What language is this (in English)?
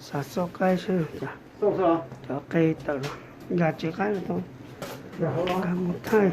Hmong